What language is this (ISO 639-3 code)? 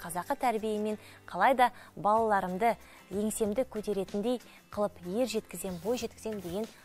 kaz